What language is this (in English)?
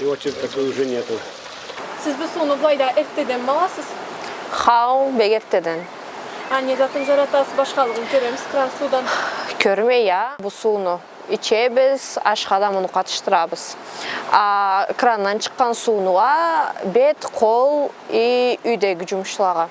Karachay-Balkar